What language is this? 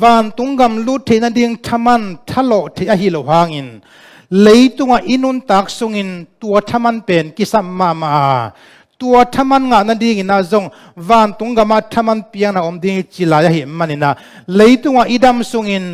Tedim Chin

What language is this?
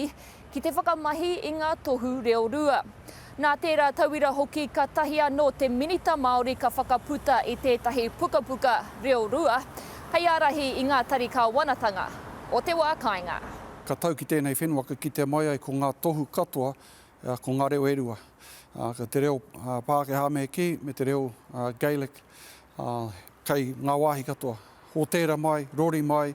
Māori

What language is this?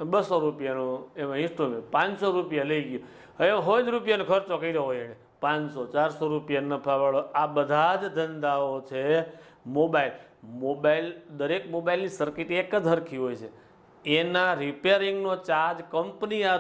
Gujarati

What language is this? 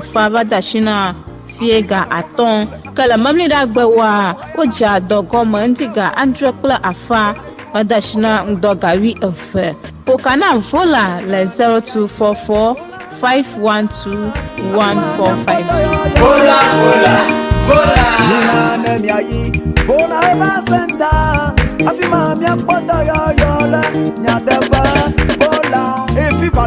Ewe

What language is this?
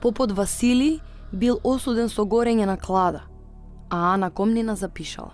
Macedonian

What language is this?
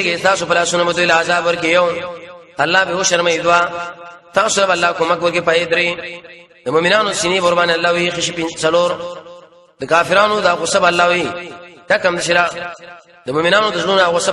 Pashto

